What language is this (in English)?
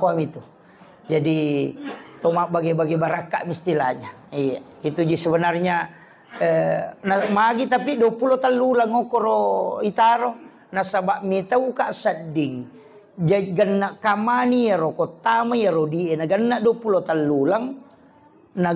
Buginese